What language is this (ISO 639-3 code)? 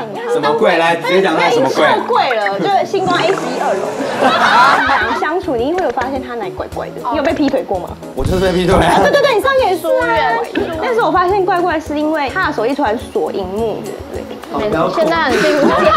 zho